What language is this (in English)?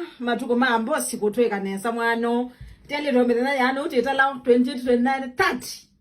Kamba